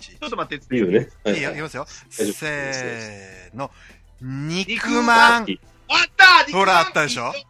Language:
Japanese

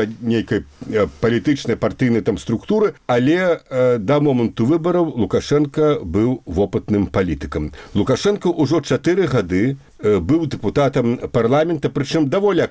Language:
Belarusian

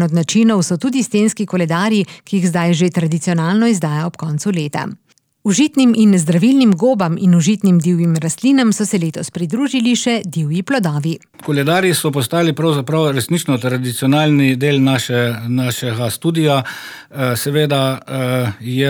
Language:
Slovenian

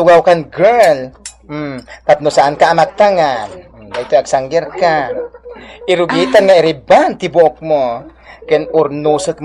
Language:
Iloko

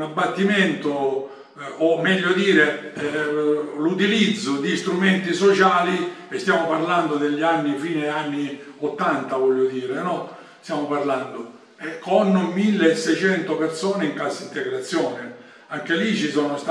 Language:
Italian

